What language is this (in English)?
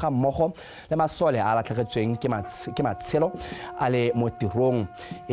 Tswana